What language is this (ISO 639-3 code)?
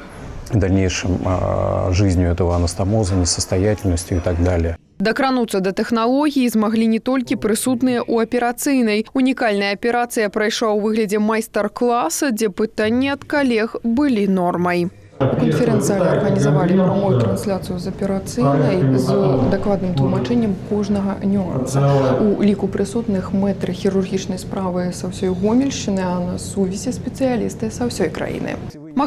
bel